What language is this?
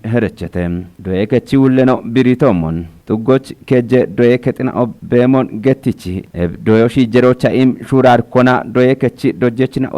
Kafa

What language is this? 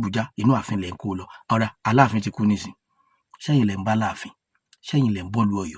Yoruba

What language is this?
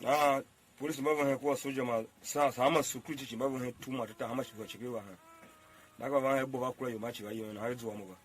Tiv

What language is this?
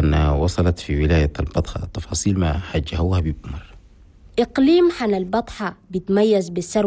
Chadian Arabic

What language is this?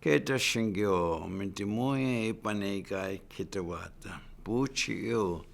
Chippewa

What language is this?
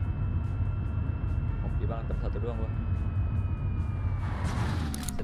Indonesian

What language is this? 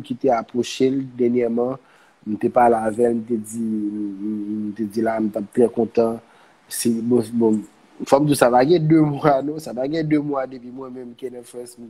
Haitian Creole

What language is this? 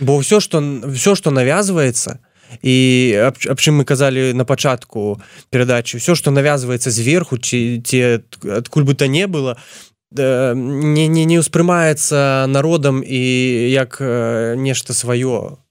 Belarusian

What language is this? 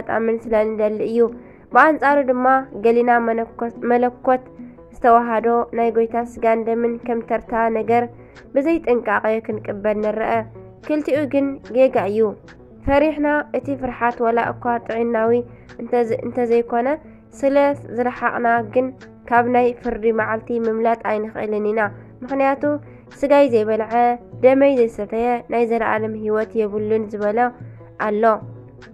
Tigrinya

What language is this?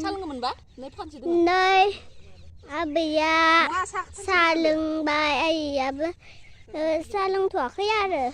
Bodo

